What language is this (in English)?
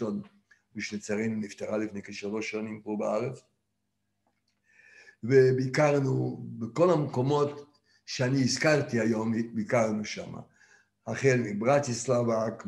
Hebrew